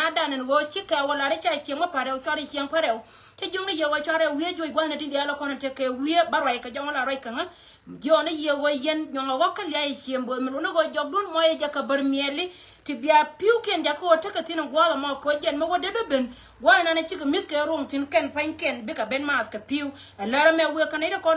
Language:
Nuer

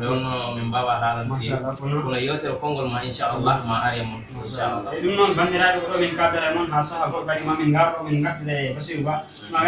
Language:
Fula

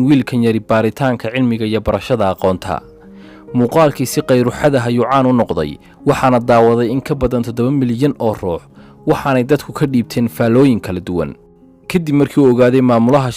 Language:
Somali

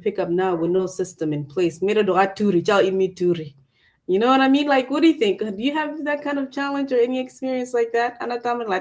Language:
Acoli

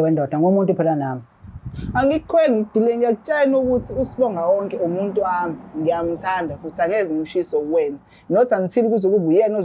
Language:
Zulu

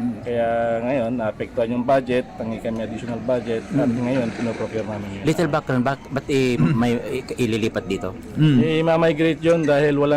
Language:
Bikol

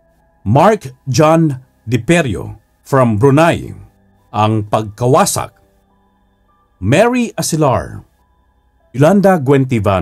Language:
Filipino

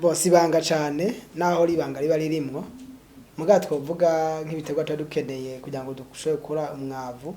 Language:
Rundi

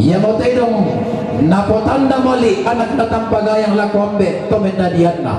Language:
Toraja-Sa'dan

